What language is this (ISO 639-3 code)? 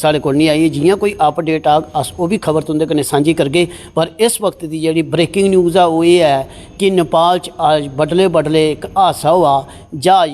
doi